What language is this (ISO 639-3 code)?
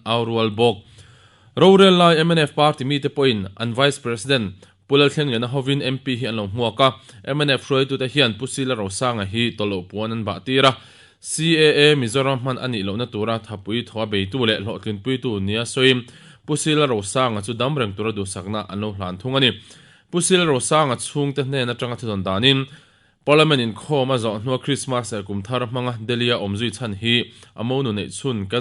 lus